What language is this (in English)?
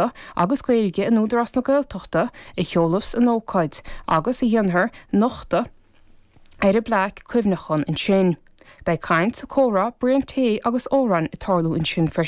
Irish